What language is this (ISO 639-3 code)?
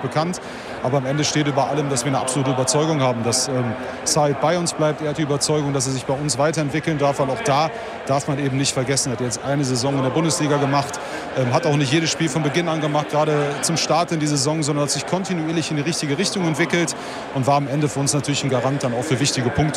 deu